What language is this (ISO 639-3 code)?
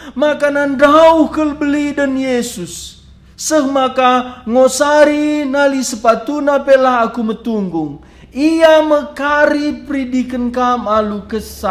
btx